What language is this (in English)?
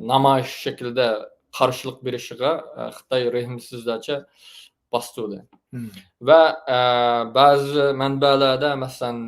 Uyghur